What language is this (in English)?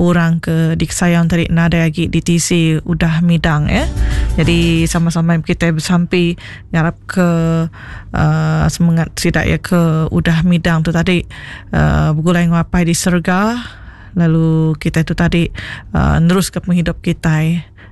Iban